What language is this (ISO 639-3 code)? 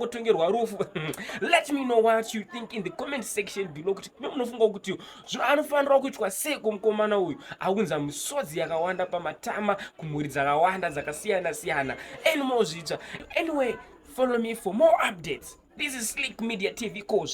sna